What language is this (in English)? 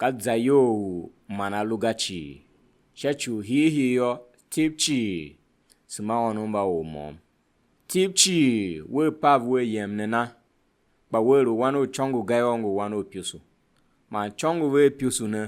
Tiv